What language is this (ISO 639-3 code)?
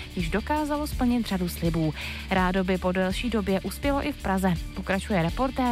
ces